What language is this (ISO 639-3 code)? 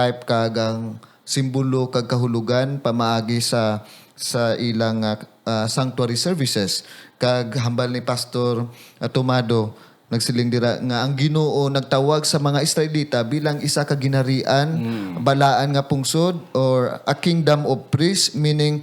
hil